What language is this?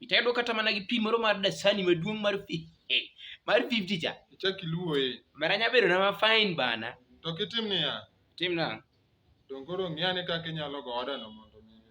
Luo (Kenya and Tanzania)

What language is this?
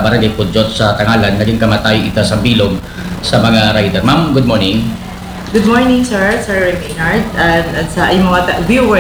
Aklanon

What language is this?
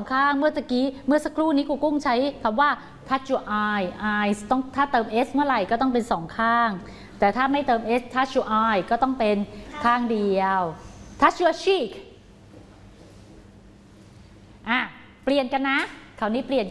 Thai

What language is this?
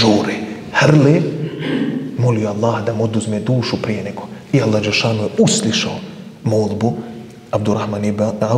Bosnian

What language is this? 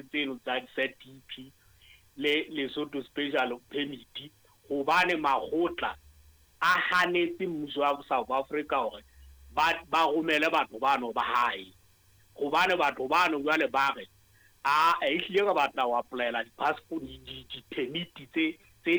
Southern Sotho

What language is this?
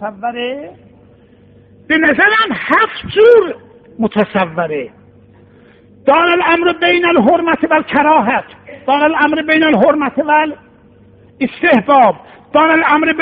Persian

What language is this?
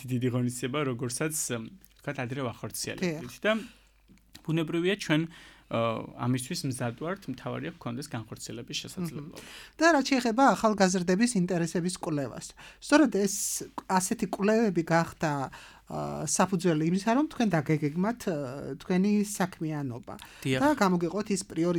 Georgian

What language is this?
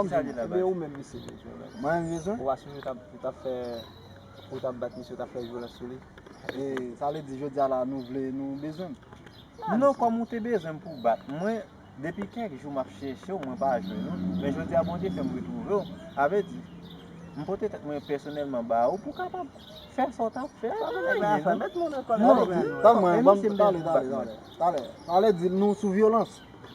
Haitian Creole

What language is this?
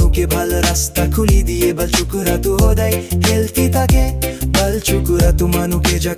Naga Pidgin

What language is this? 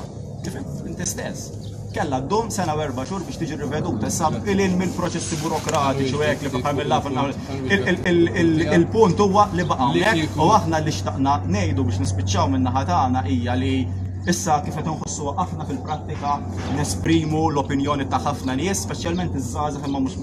Maltese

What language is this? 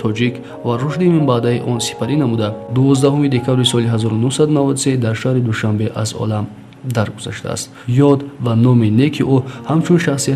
Tajik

